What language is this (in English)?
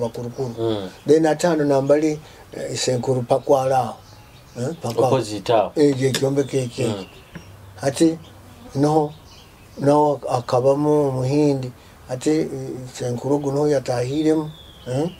Nyoro